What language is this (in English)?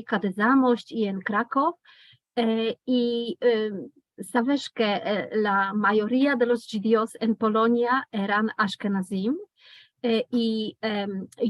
Ladino